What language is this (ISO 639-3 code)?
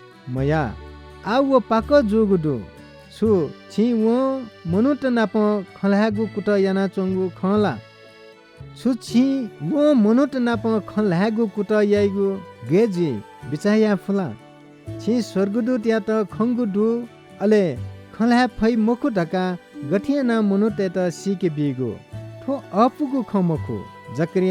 new